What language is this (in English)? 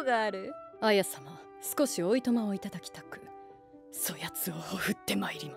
Japanese